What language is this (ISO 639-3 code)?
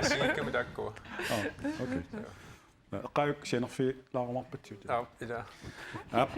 kal